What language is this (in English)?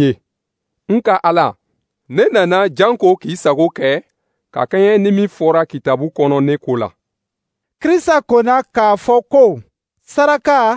Dyula